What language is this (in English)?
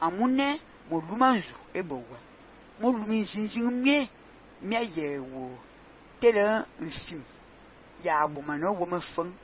Fang